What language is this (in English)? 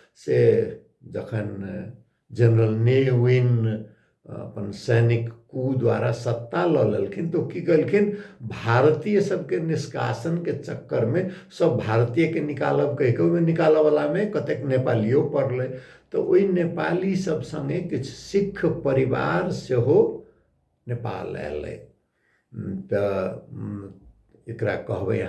Maithili